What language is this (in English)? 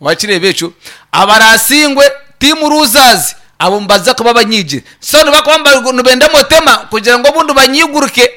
Nyankole